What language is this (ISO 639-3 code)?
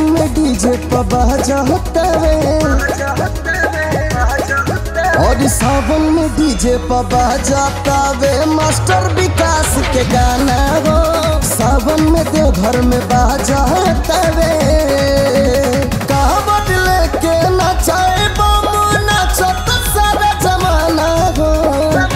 bho